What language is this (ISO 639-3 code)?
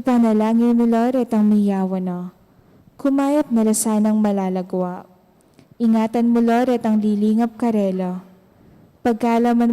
pam